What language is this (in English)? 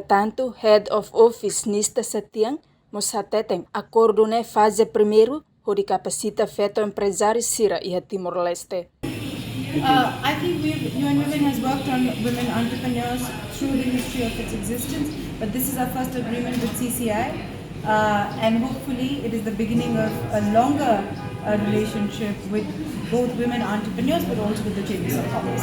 Tetum